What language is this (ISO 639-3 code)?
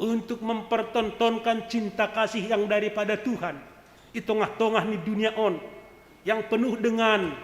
bts